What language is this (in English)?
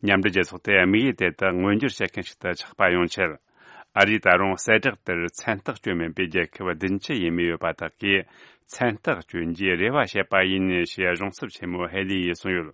Tibetan